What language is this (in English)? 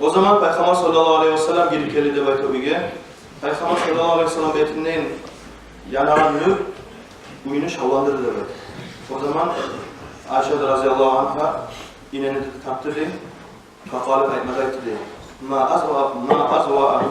Kumyk